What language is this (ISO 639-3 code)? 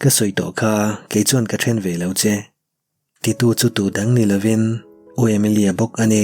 lus